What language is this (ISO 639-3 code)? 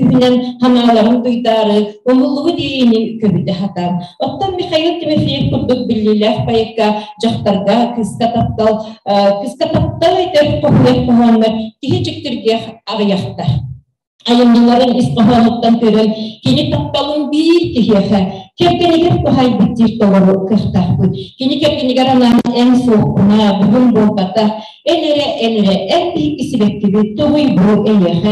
sah